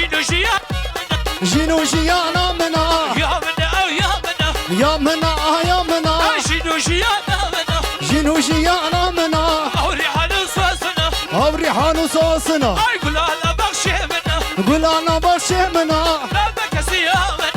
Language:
Kurdish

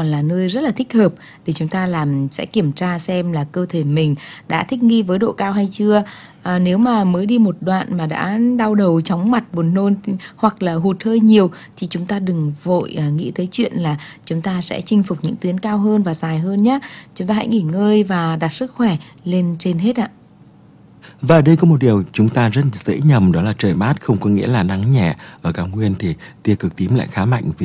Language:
Vietnamese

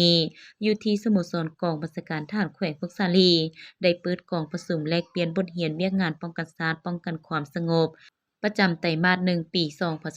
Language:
Lao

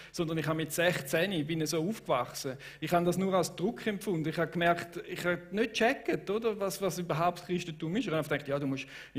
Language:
Swiss German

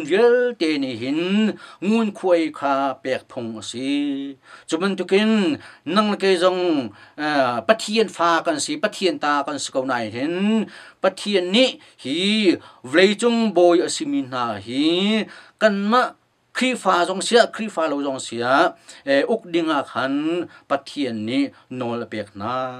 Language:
Hakha Chin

